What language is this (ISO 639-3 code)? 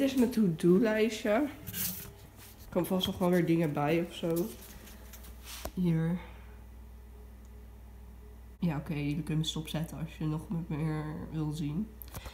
nld